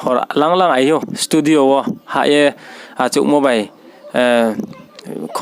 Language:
Riang (India)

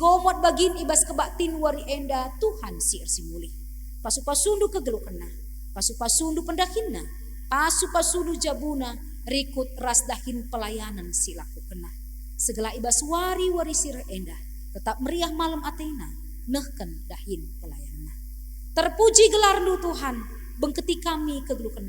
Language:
Batak Karo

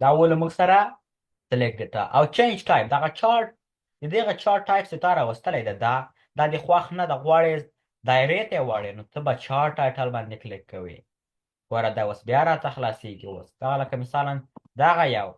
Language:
Pashto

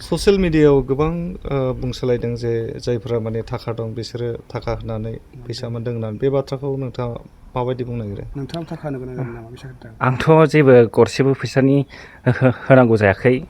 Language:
Bodo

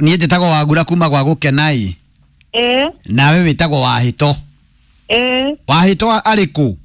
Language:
Kikuyu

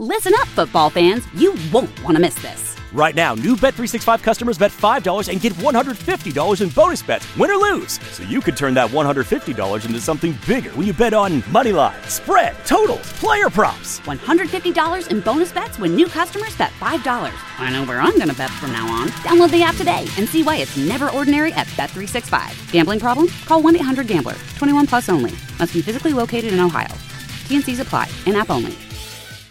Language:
English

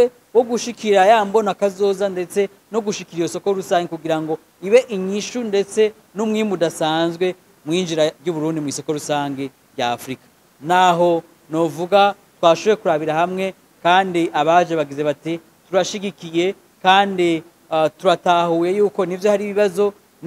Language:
Rundi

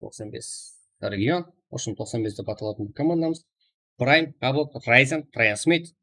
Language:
Kara-Kalpak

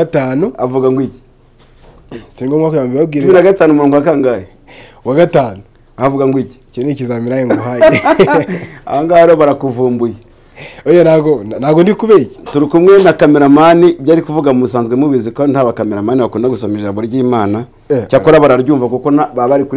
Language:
Kinyarwanda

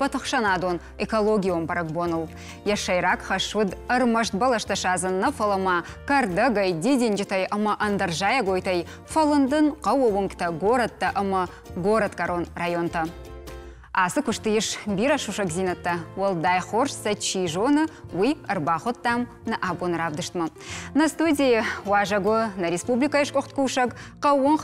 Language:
Ossetic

